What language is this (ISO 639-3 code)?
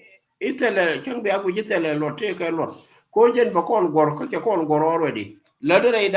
nus